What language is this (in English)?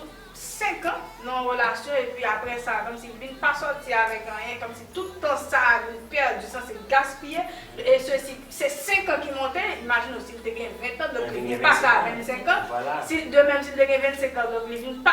Haitian Creole